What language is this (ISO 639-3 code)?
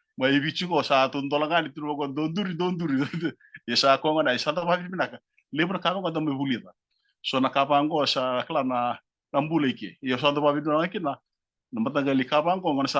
fij